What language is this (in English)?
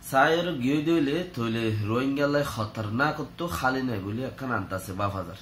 Rohingya